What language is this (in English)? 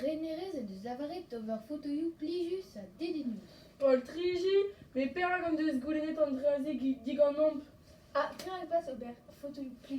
Breton